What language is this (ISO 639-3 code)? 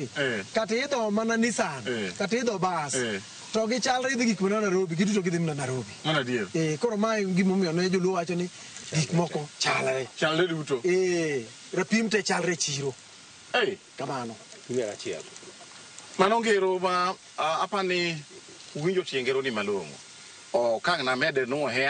luo